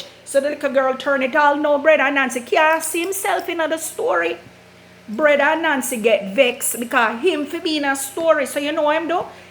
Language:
Jamaican Creole English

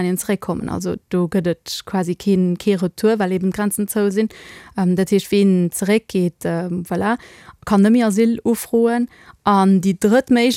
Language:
Luxembourgish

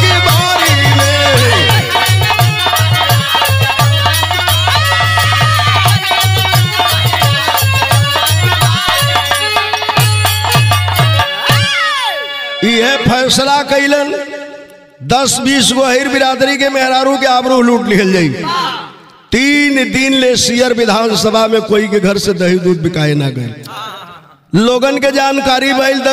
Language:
Bhojpuri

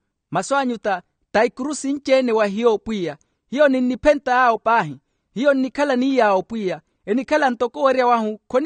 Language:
Makhuwa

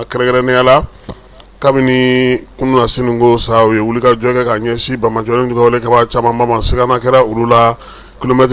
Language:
Bambara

